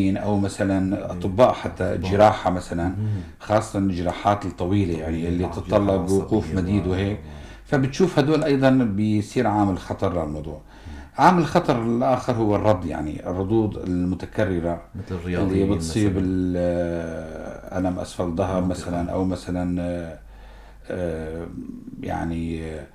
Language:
North Levantine Arabic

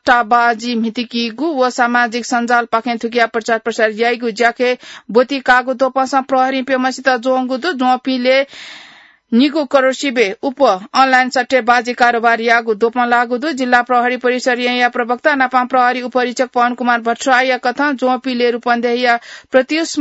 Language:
Newari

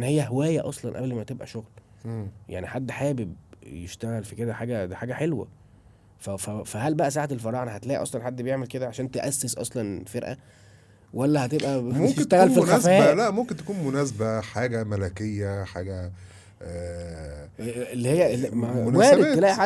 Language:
Egyptian Arabic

